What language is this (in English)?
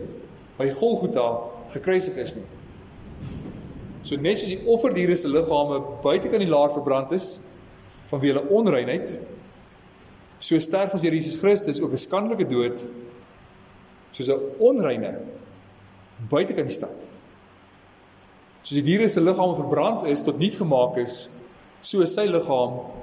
Afrikaans